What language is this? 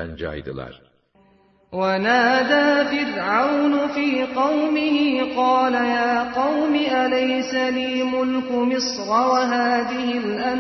Turkish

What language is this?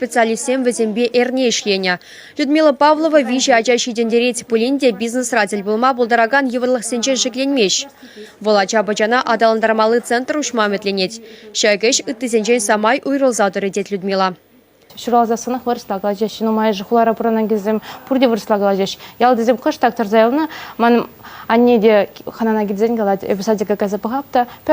Chuvash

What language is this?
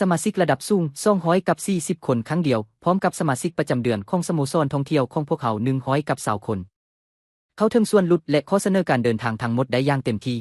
Lao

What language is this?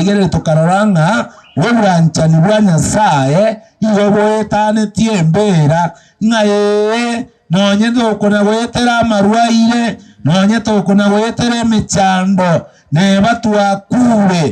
Gusii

